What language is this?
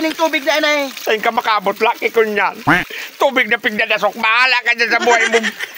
Bikol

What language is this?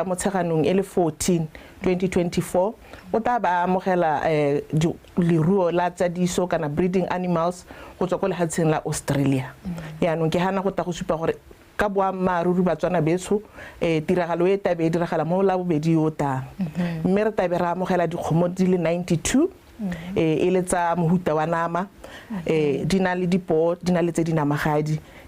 Tswana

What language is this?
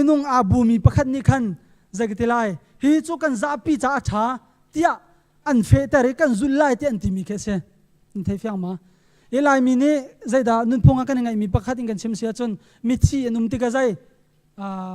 Hakha Chin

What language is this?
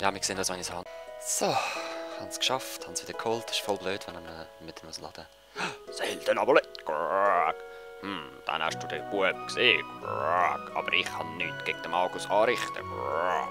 Swiss German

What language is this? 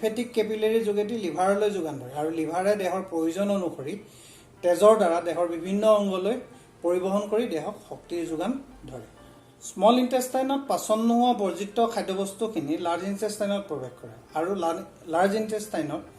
Assamese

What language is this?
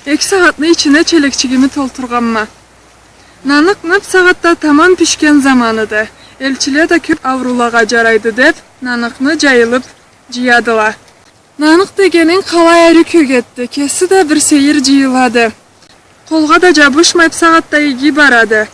Karachay-Balkar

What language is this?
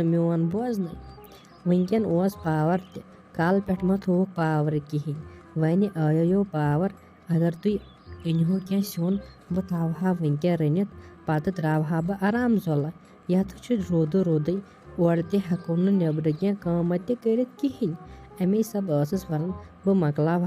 Kashmiri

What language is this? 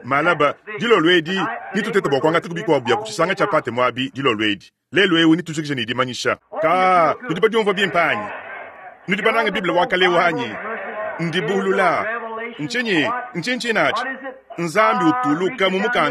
Luba-Lulua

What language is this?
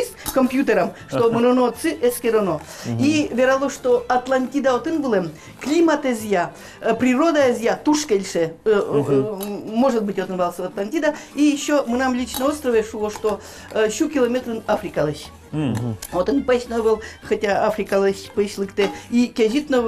Udmurt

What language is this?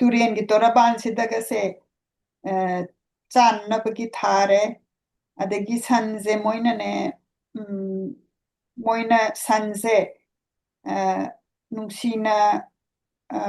Manipuri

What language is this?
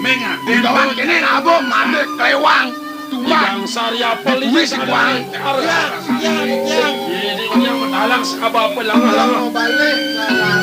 Balinese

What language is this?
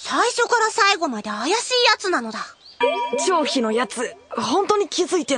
Japanese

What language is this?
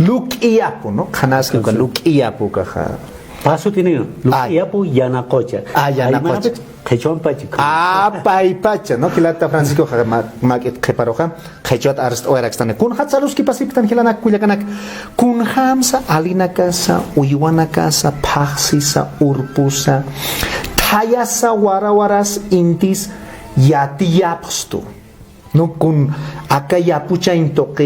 Aymara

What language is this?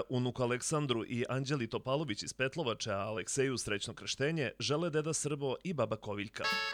Serbian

